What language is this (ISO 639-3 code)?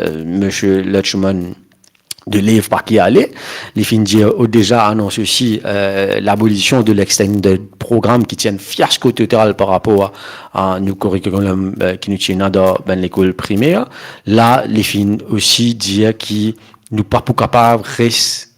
mfe